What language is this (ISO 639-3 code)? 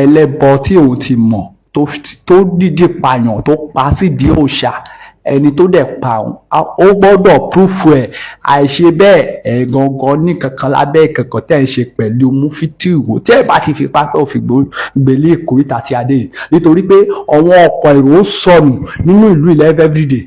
yor